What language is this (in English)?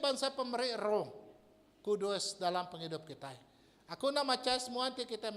Iban